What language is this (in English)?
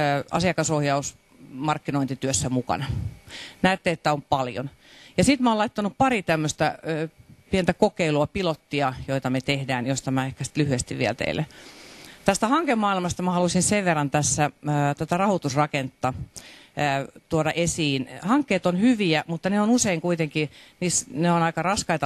Finnish